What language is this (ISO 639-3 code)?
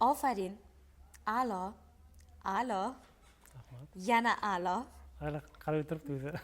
uzb